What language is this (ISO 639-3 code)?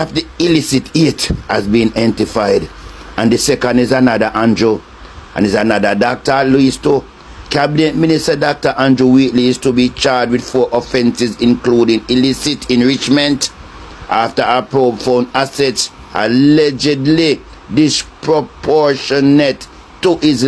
jam